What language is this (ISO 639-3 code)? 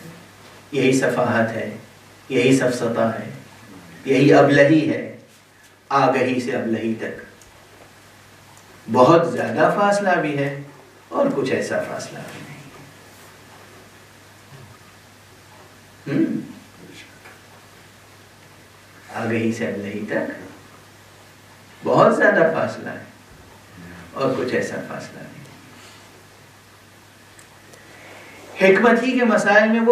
urd